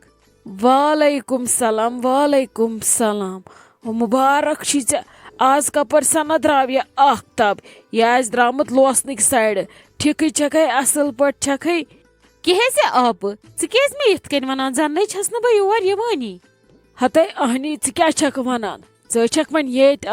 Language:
Kashmiri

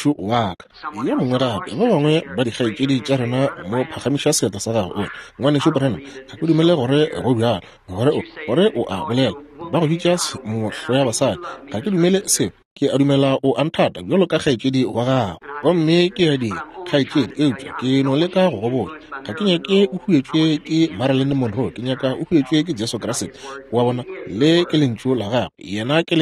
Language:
Northern Sotho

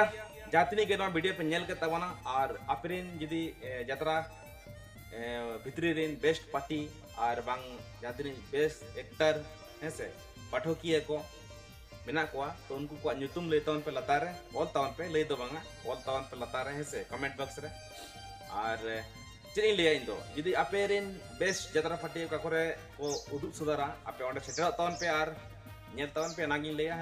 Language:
Santali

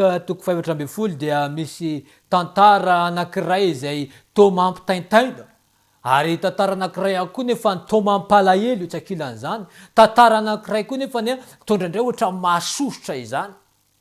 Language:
Malagasy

